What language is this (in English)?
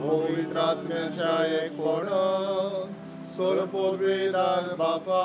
Konkani